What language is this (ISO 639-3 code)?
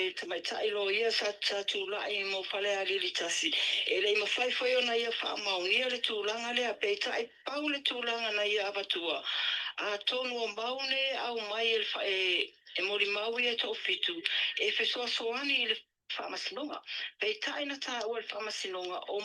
smo